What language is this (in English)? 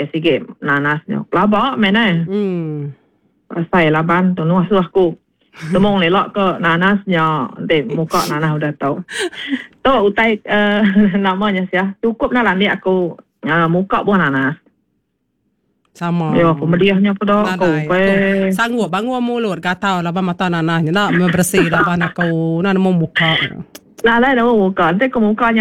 Iban